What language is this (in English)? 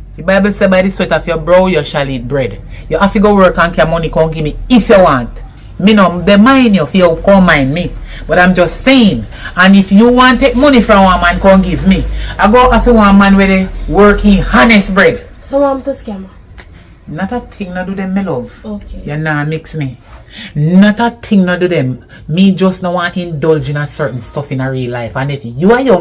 Jamaican Creole English